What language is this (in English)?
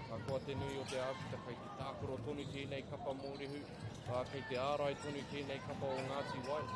Māori